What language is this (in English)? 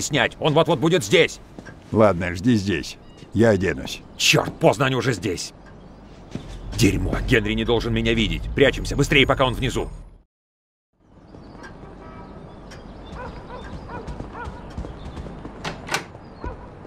Russian